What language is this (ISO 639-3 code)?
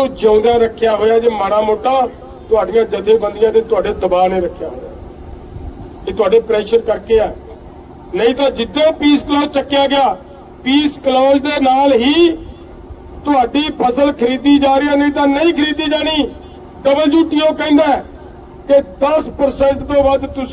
pan